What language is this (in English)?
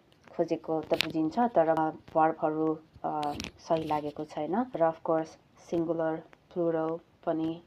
Nepali